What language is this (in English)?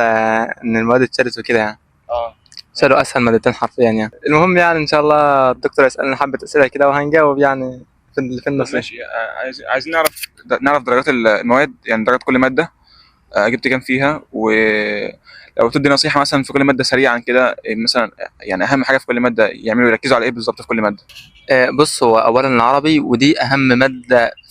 Egyptian Arabic